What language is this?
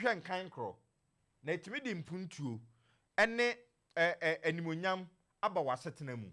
Akan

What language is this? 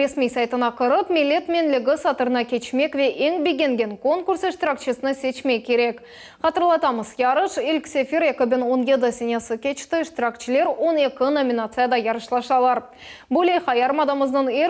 Crimean Tatar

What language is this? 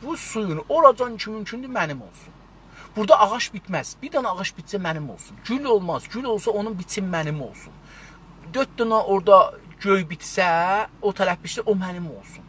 South Azerbaijani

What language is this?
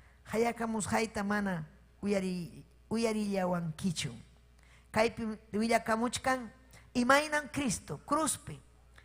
Ayacucho Quechua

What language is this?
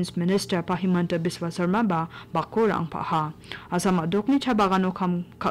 Garo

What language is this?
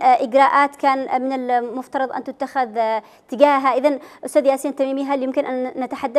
Arabic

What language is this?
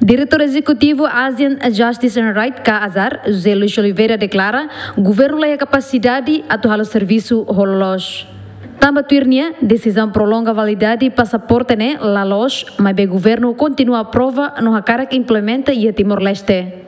Tetum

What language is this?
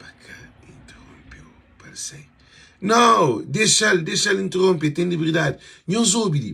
Kabuverdianu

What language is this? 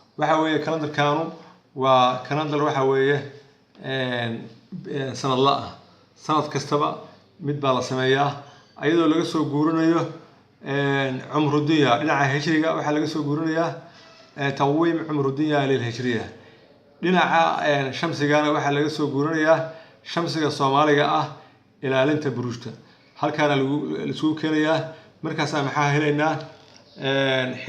Somali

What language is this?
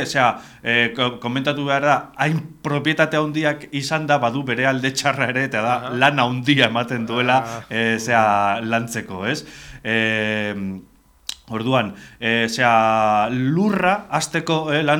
Basque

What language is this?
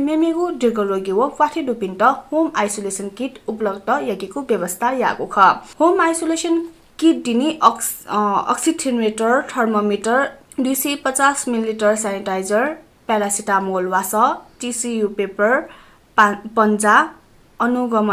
Newari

